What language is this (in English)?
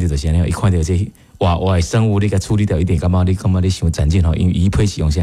Min Nan Chinese